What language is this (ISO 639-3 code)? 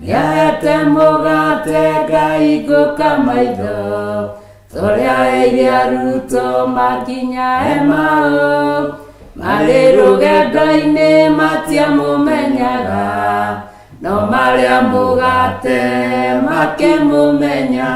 kik